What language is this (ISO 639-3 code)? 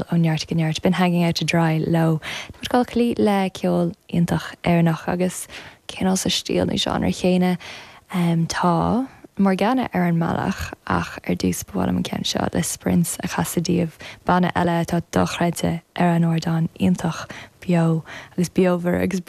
gle